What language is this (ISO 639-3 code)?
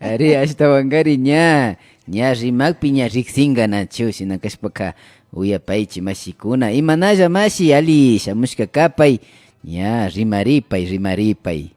qvi